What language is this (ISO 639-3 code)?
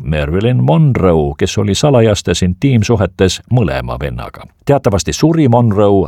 est